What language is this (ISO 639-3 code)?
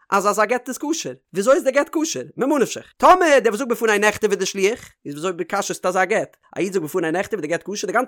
yid